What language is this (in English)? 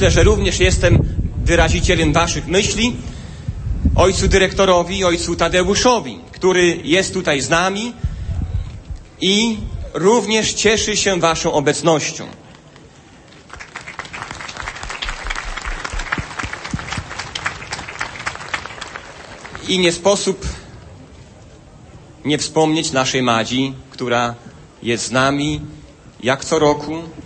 Polish